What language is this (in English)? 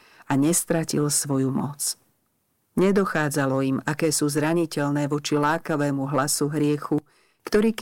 Slovak